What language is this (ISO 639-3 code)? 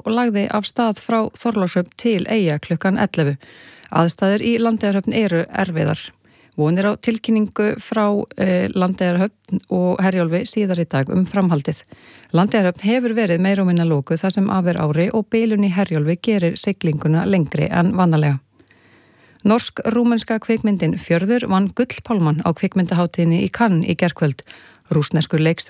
isl